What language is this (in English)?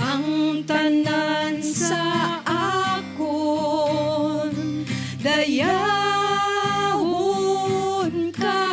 Hiligaynon